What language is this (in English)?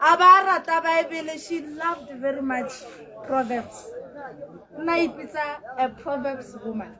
Tswana